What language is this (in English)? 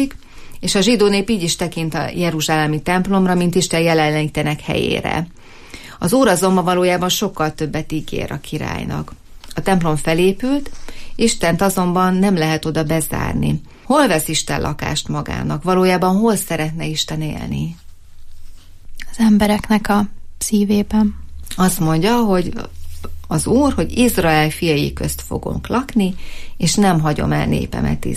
Hungarian